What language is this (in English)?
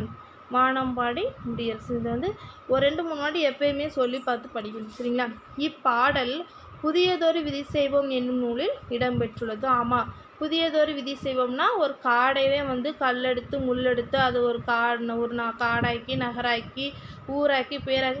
Tamil